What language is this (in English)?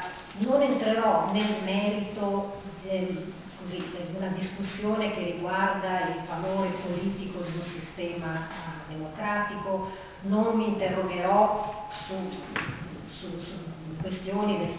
Italian